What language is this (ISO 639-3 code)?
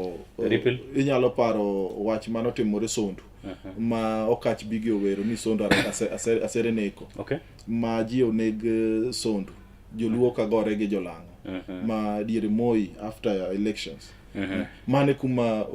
luo